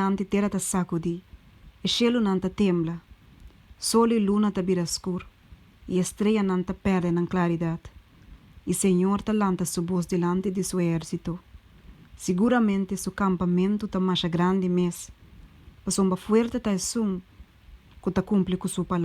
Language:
Papiamento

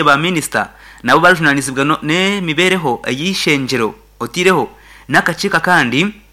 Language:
Nyankole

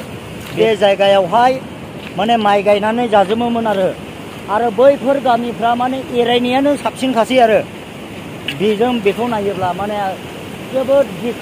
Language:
Bodo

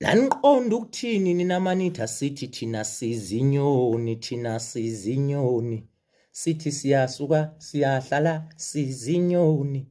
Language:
Zulu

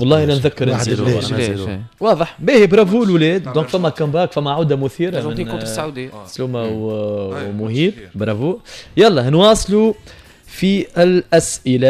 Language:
Tunisian Arabic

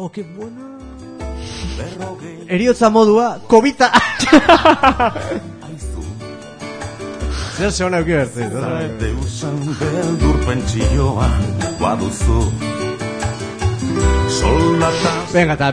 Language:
Basque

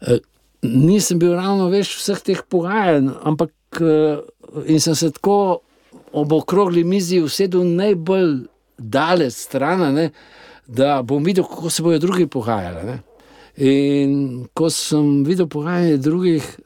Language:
Slovenian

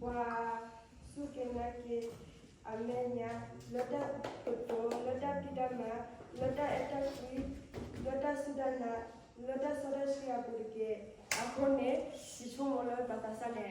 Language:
S'gaw Karen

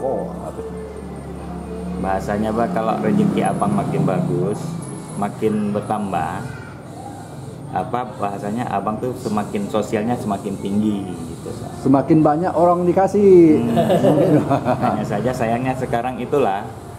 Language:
Indonesian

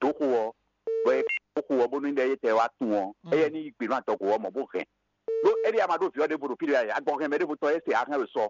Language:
Fon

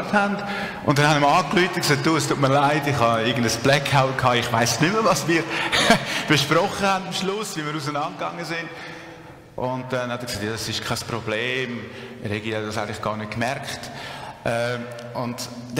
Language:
Swiss German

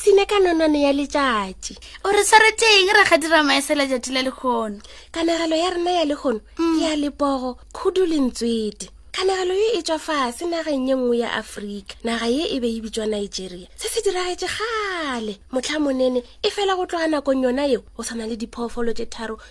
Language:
Northern Sotho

